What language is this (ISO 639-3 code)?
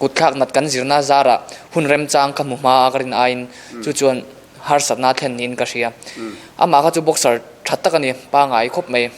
lus